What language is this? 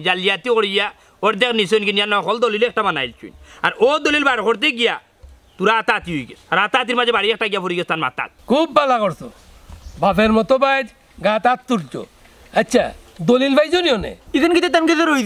Sylheti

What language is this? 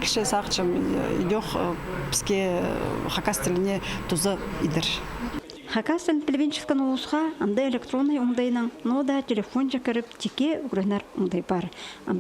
Khakas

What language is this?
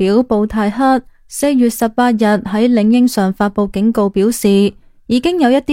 Cantonese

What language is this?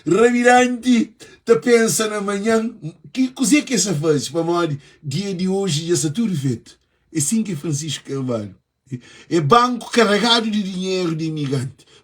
Kabuverdianu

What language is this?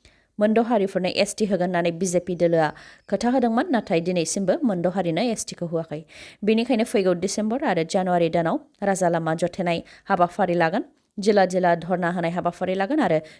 Bodo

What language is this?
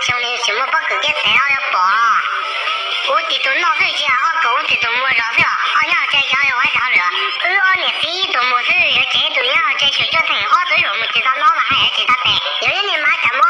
Hmong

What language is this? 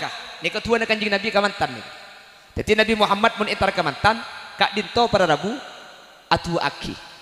Madurese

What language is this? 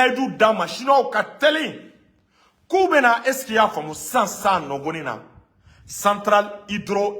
Bambara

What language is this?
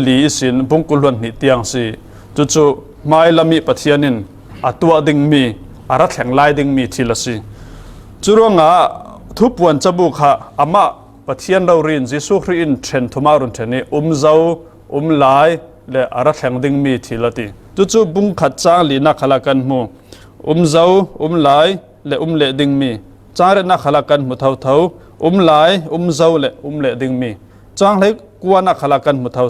Falam Chin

